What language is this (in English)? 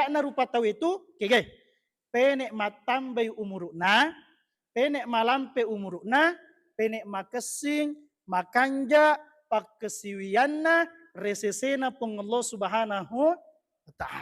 Buginese